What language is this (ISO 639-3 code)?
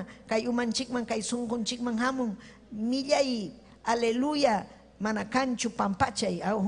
quy